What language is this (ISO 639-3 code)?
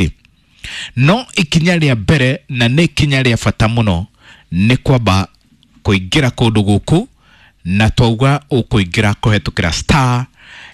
kik